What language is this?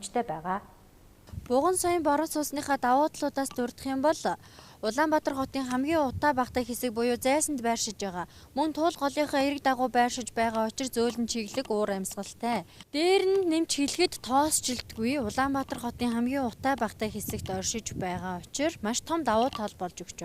Mongolian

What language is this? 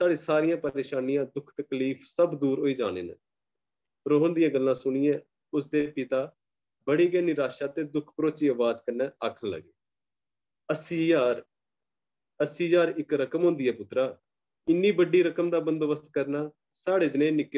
Dogri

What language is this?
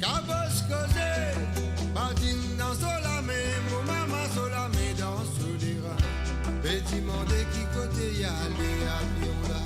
Morisyen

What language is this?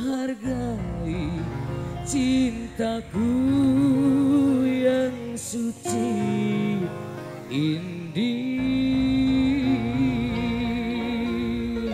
Indonesian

